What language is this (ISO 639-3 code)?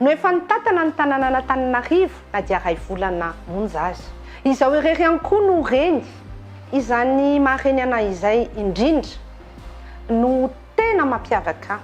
mlg